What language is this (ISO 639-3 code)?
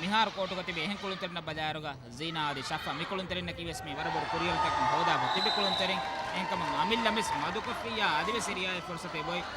div